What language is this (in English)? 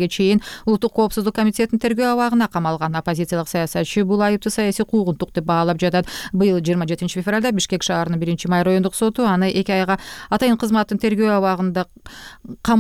Kyrgyz